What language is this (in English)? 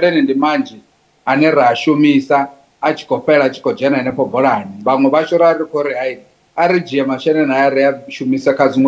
Venda